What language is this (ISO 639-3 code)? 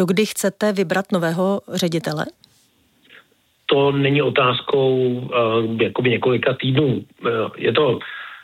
ces